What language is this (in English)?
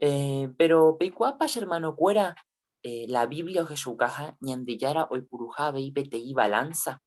Guarani